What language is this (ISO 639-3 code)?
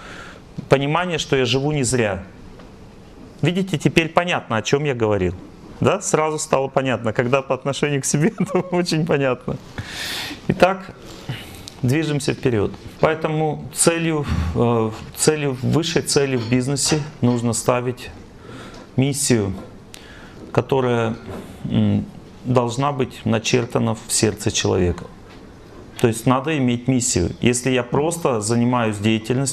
rus